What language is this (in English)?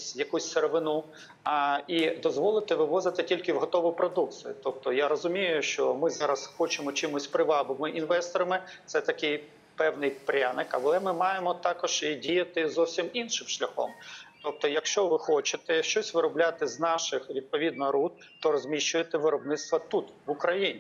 Ukrainian